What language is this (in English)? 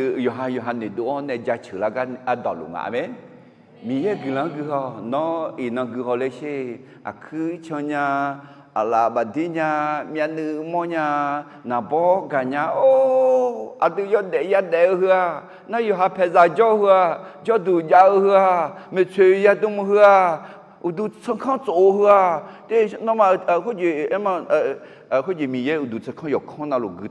Akha